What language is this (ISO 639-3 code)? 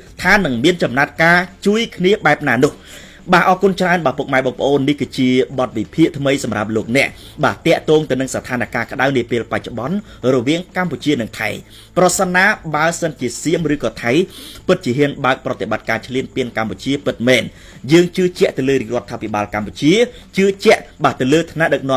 khm